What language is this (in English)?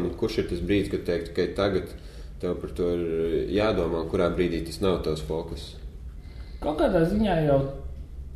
Latvian